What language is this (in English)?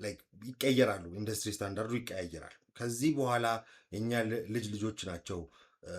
Amharic